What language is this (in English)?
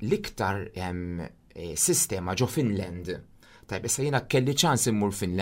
Maltese